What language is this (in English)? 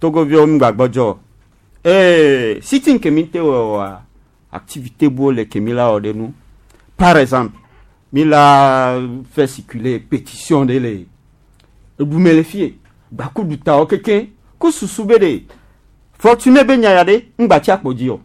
Gen